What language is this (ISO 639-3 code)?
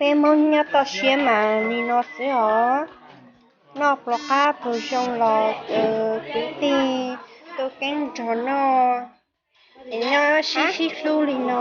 hmn